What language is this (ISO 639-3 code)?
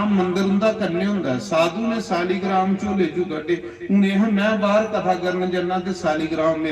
doi